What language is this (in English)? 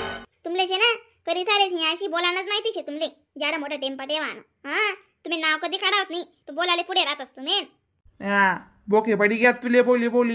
Khandesi